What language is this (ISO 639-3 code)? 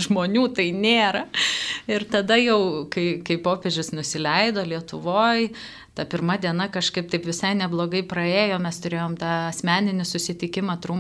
lit